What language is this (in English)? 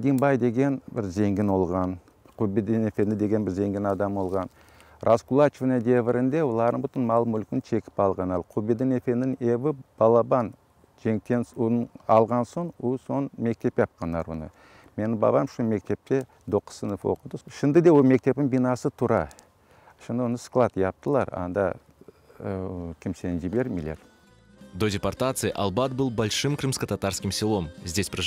Crimean Tatar